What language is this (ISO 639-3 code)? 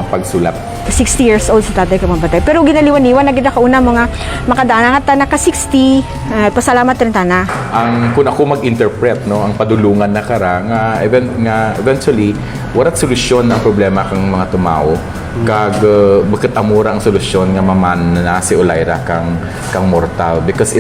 krj